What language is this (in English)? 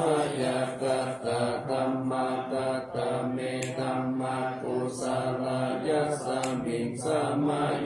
Pali